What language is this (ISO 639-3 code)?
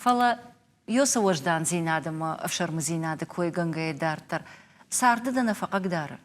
oss